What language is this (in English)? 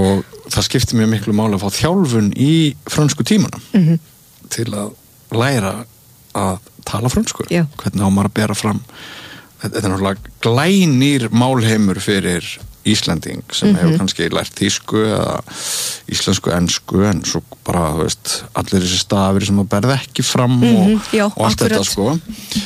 Icelandic